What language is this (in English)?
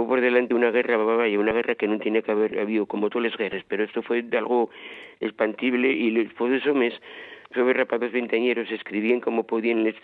Asturian